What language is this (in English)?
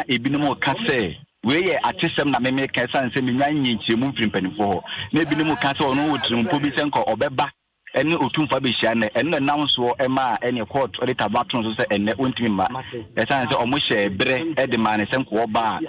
Akan